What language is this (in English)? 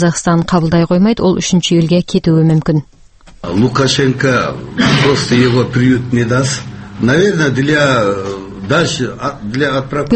Kazakh